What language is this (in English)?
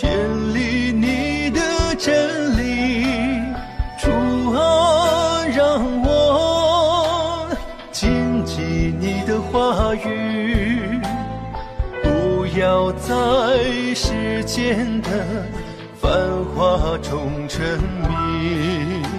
Chinese